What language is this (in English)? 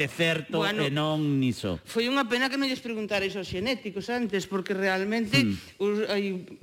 Galician